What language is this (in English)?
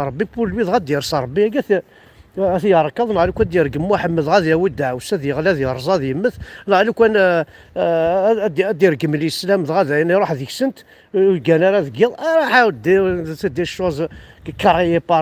Kabyle